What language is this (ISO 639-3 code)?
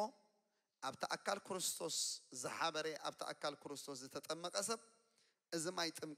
tir